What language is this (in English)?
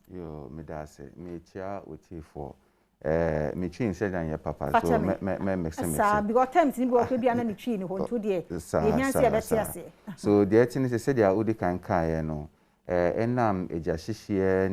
Akan